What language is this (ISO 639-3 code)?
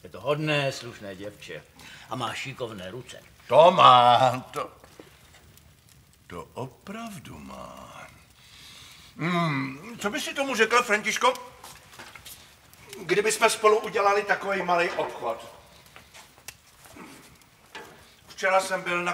ces